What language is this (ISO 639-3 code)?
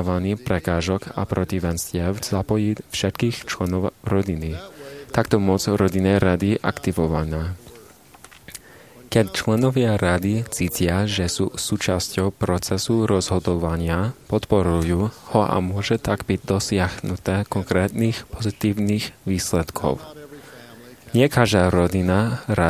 slk